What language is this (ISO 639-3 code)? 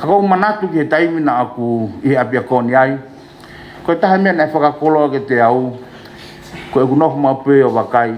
ton